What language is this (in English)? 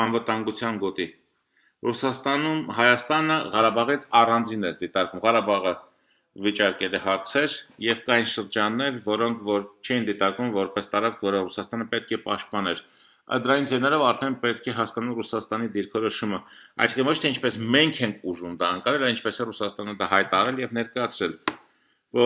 Armenian